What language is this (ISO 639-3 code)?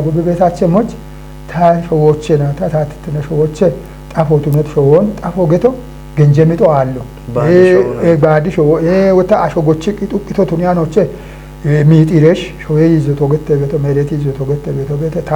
kbr